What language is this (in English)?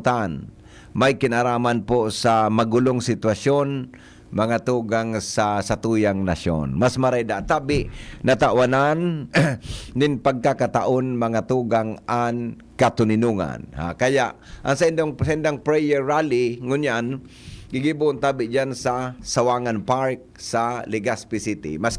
Bikol